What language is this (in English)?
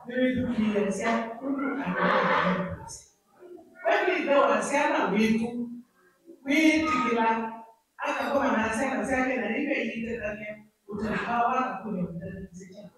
Kamba